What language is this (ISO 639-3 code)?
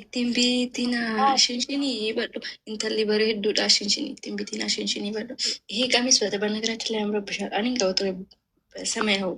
orm